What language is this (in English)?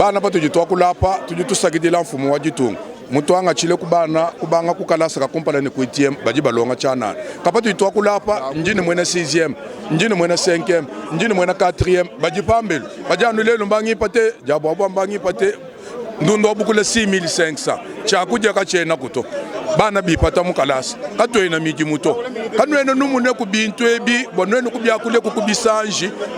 Luba-Lulua